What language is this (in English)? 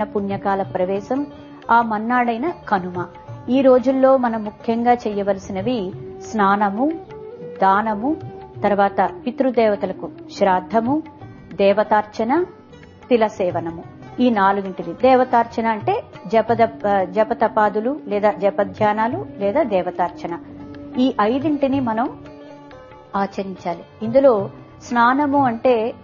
Telugu